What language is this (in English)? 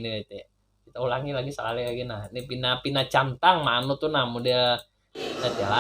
Banjar